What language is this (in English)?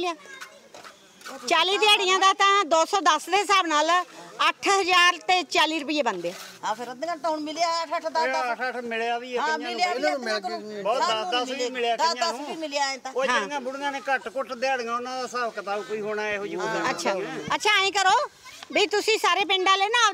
Punjabi